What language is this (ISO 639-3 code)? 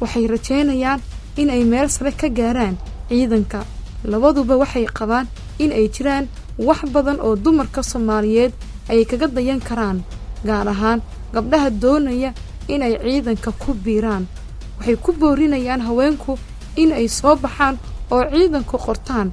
som